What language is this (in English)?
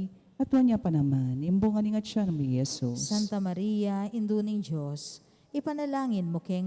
Pampanga